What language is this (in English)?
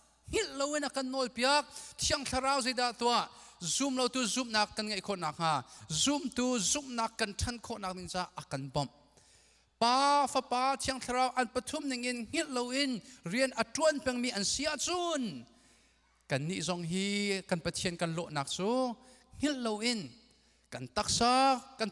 Hakha Chin